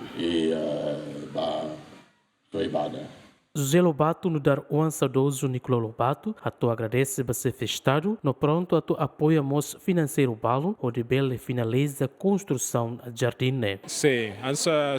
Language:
Tetum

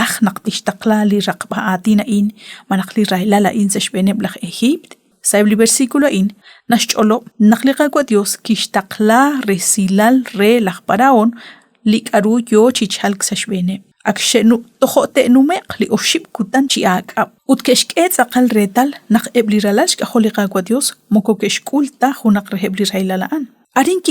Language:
Kekchí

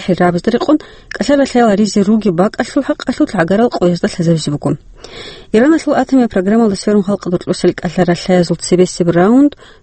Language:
Avaric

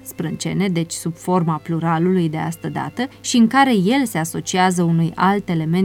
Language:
Romanian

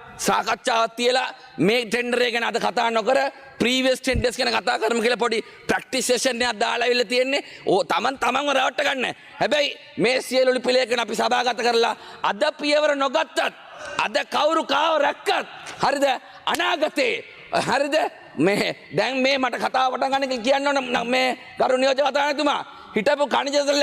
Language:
Sinhala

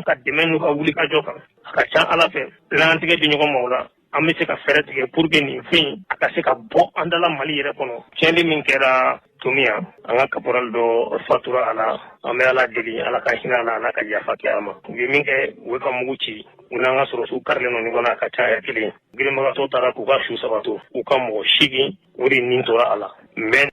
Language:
Bambara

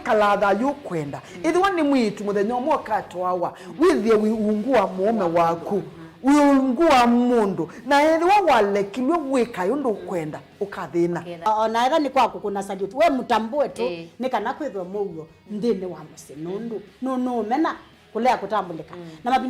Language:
Kamba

